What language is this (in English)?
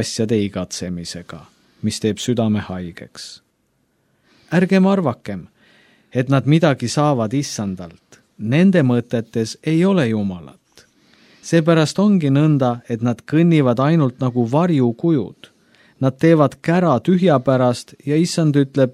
Estonian